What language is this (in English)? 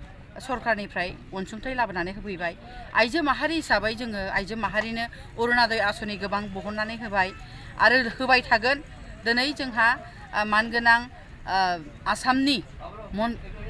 Bodo